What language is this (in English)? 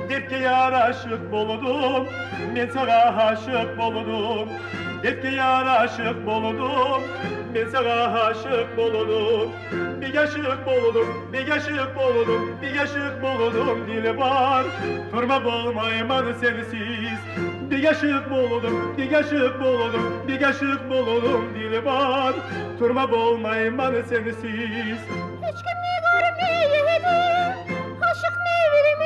Kumyk